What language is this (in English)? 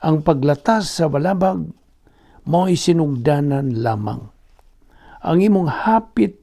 Cebuano